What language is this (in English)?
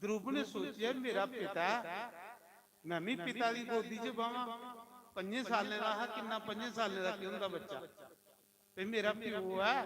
Dogri